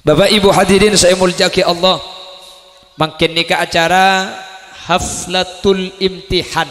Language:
Madurese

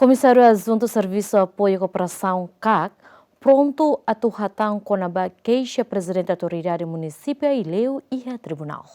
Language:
Tetum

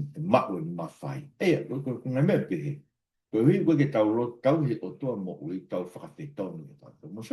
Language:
Tongan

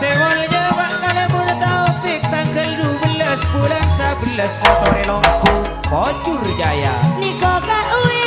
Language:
Madurese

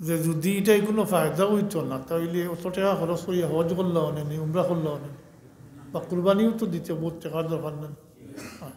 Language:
Sylheti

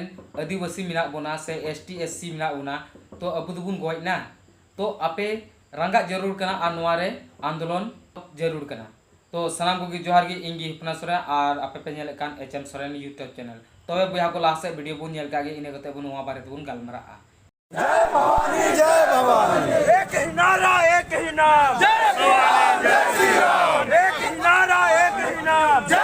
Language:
Santali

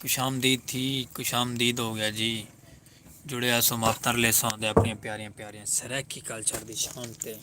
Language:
Saraiki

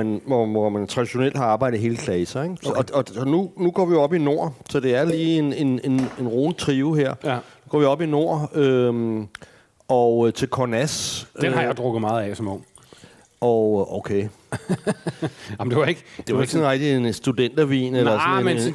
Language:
Danish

